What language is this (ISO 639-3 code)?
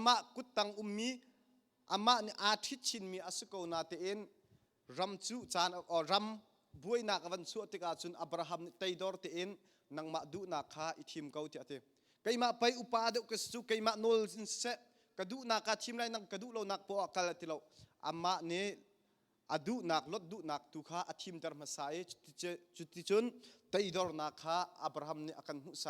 cnh